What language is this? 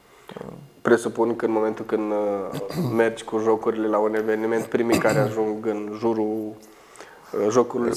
Romanian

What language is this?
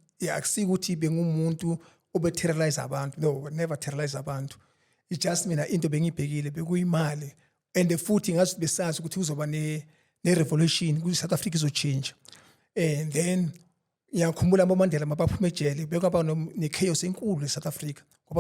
Zulu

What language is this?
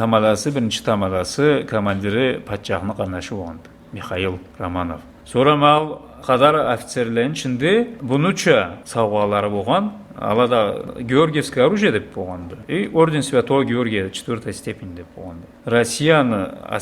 Karachay-Balkar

